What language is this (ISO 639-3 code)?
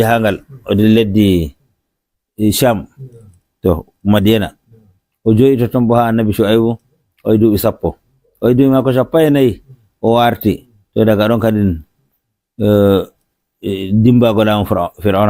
ful